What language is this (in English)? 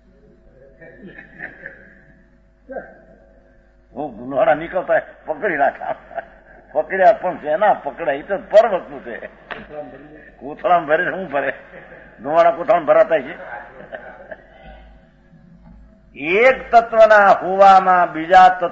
Gujarati